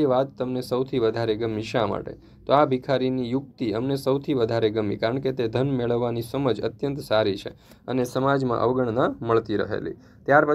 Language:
Gujarati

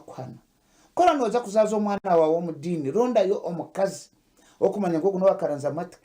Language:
Nyankole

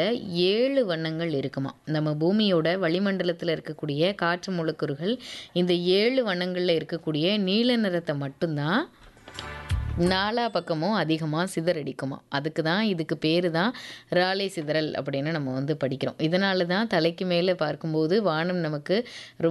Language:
Tamil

